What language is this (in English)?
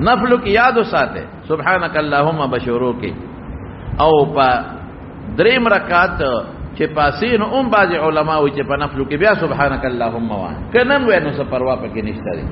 Pashto